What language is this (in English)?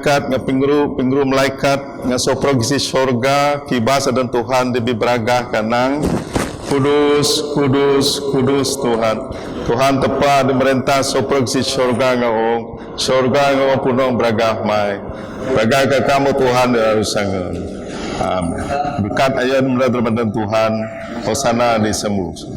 Biatah Bidayuh